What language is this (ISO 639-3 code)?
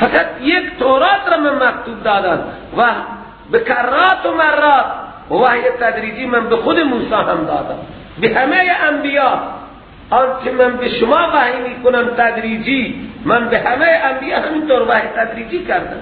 fas